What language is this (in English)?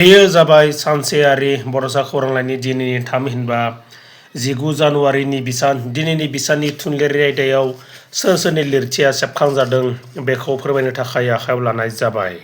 Bodo